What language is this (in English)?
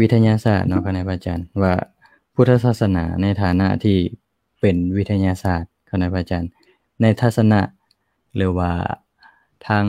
Lao